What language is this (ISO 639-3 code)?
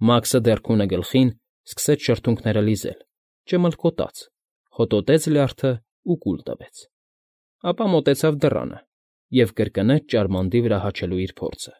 hye